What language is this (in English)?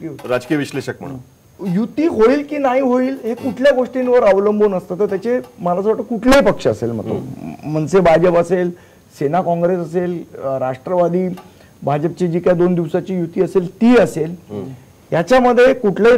Marathi